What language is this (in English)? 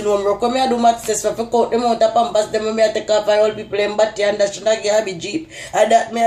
Jamaican Creole English